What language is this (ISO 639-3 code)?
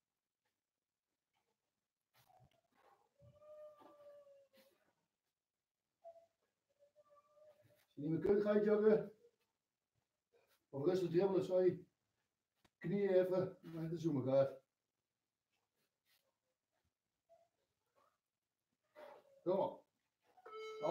nld